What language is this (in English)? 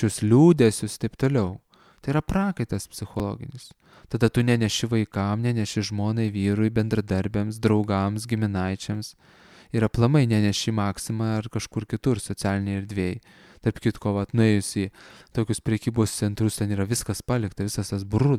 Lithuanian